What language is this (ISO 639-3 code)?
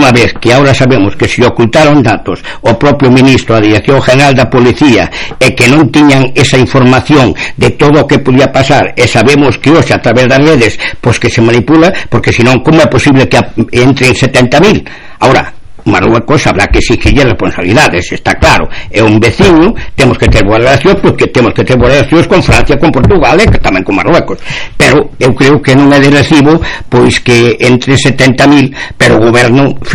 glg